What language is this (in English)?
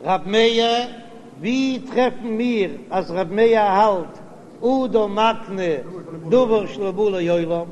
Yiddish